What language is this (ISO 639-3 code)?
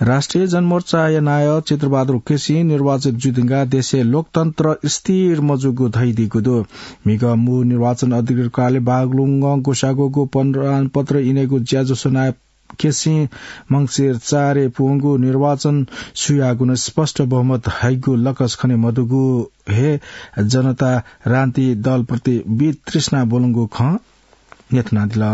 new